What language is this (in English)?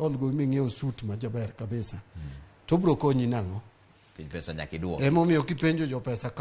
Luo (Kenya and Tanzania)